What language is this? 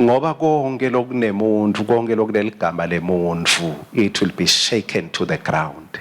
Swati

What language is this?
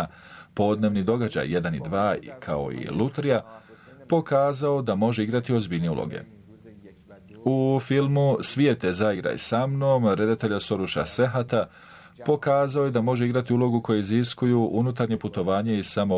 Bosnian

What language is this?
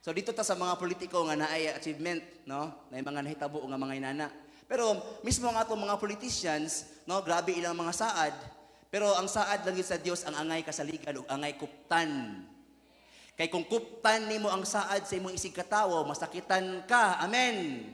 Cebuano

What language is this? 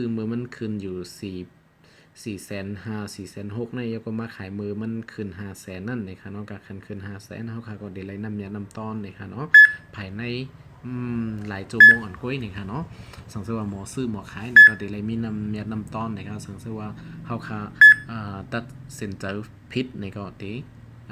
Shan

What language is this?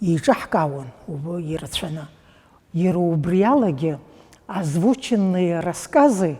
Abkhazian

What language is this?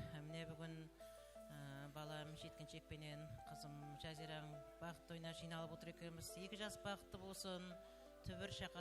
Kara-Kalpak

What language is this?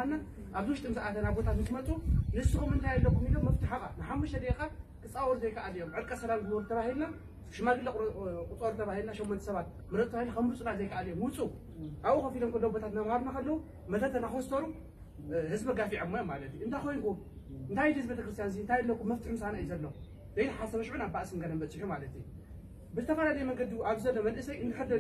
Tigrinya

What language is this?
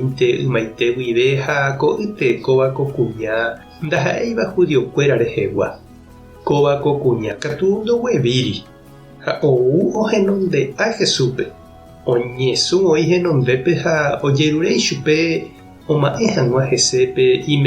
Guarani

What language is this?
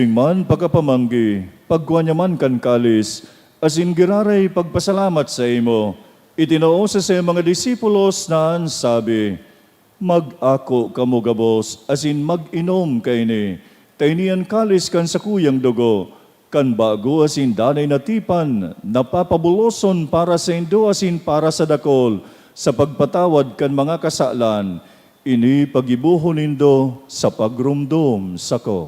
Bikol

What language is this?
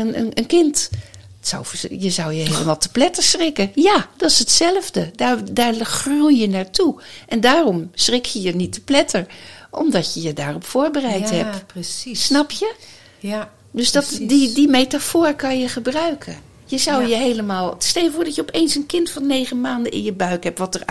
Dutch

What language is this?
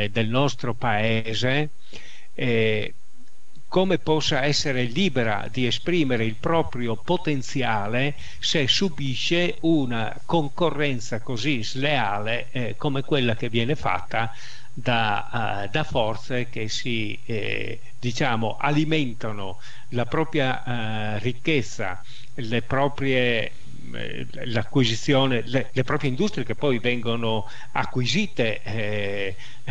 Italian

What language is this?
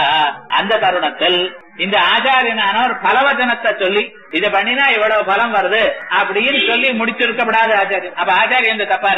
Tamil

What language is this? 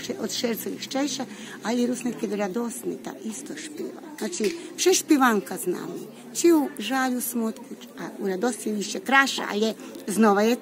Rusyn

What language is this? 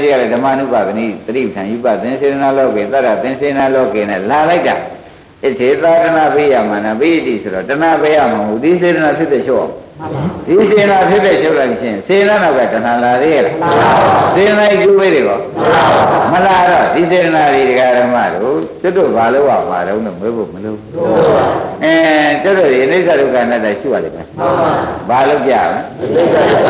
Burmese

